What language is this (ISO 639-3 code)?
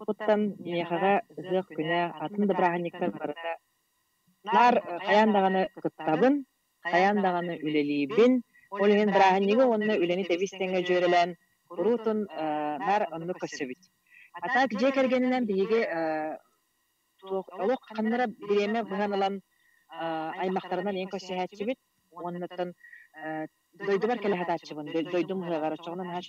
sah